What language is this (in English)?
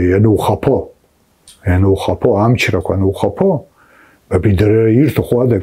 Abkhazian